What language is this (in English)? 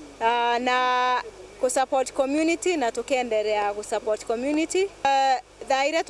Meru